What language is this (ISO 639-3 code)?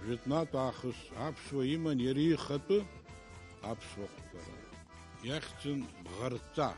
abk